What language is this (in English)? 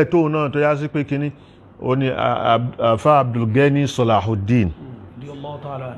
Yoruba